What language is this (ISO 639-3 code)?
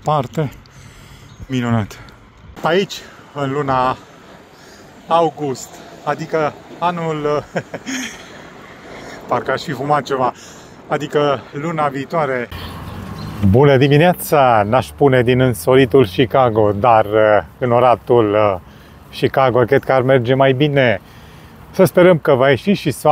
ron